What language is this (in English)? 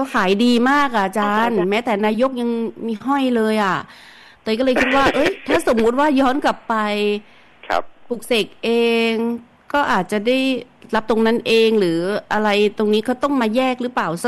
Thai